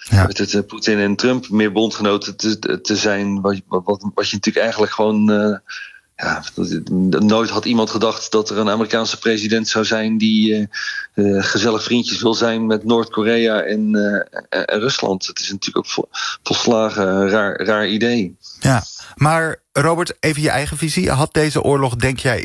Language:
Dutch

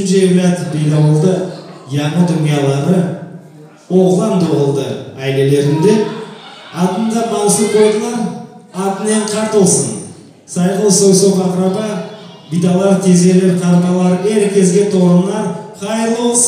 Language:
Crimean Tatar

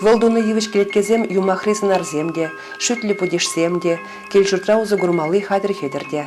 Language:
Chuvash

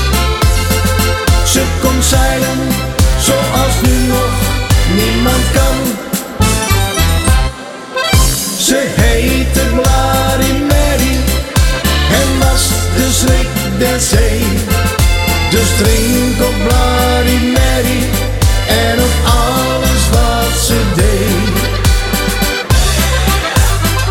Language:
Dutch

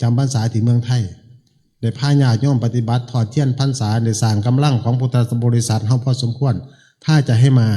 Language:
Northeastern Thai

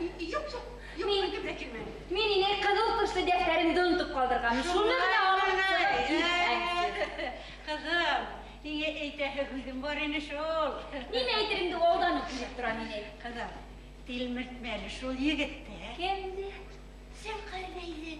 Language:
Bashkir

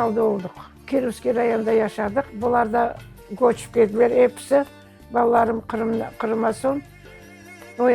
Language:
Crimean Tatar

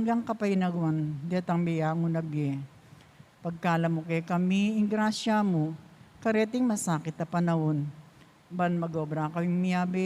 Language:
Pampanga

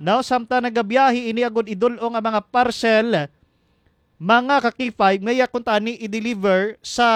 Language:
Hiligaynon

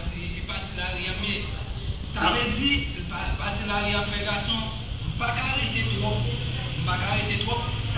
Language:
Haitian Creole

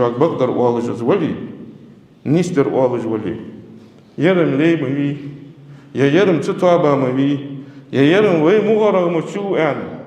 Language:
Ingush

